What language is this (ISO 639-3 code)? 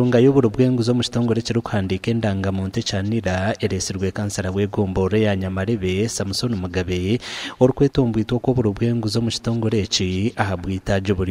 nyn